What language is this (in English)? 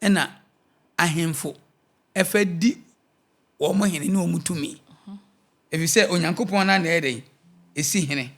Akan